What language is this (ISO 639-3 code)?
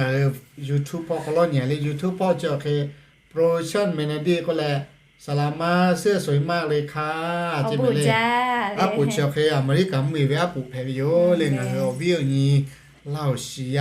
lhu